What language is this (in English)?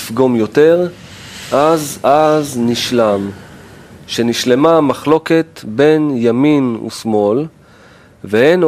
Hebrew